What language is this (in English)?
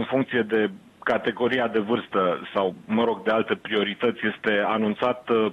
Romanian